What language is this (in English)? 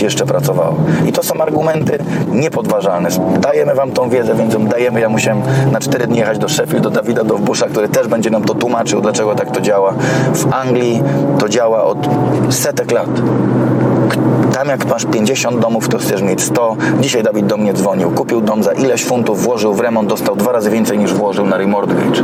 Polish